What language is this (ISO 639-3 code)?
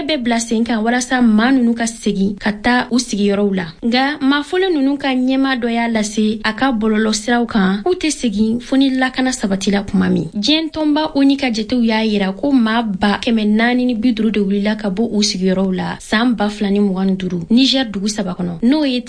bam